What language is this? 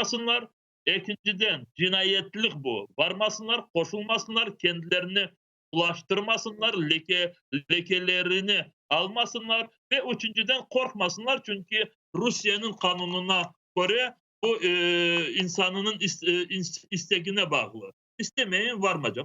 Crimean Tatar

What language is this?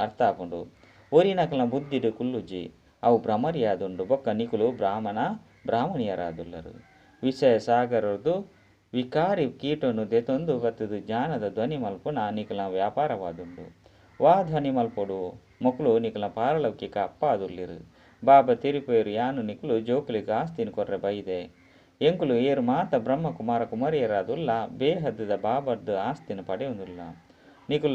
Tulu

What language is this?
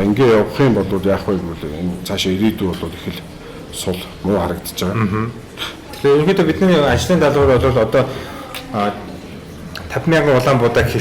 Mongolian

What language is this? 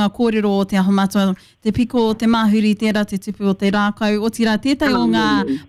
Māori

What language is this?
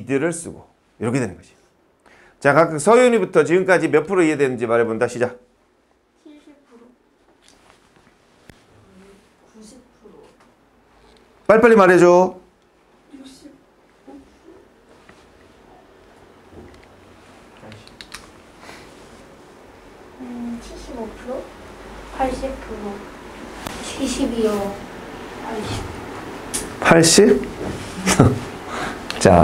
Korean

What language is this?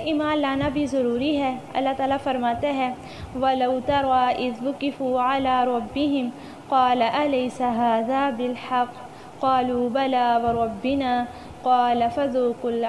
Urdu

